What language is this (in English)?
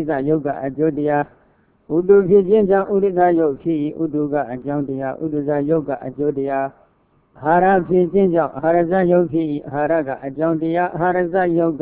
Burmese